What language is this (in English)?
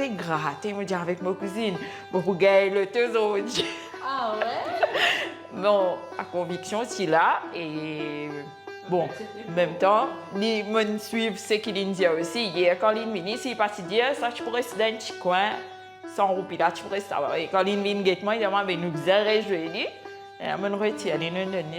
Morisyen